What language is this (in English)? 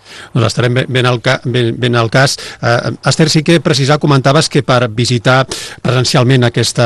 Catalan